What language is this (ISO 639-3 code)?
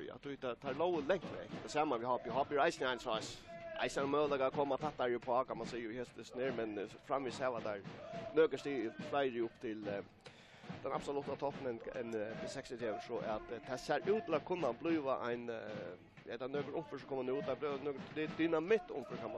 fao